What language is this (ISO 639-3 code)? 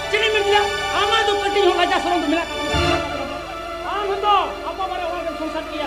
sat